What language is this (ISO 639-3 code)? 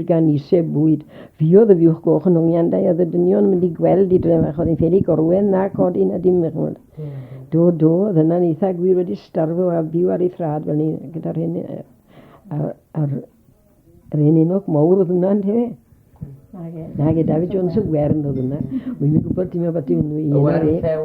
cym